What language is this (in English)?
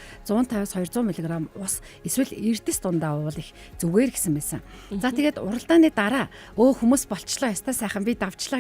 Mongolian